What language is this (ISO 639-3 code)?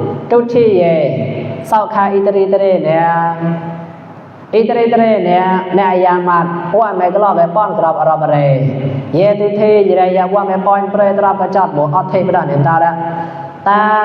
mnw